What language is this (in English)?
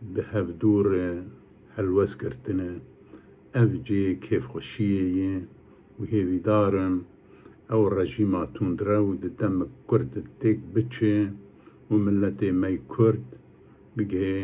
Kurdish